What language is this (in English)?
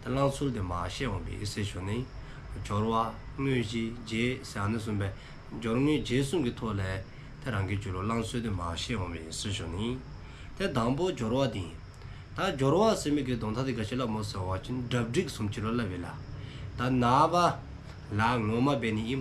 Dzongkha